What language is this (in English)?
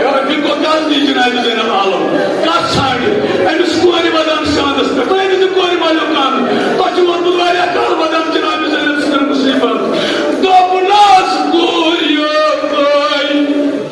Kashmiri